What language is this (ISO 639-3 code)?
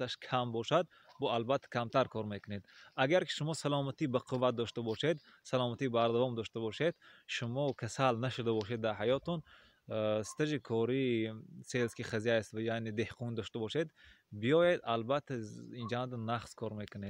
tgk